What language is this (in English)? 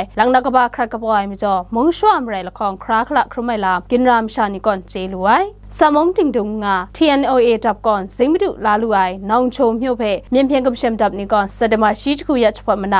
Kachin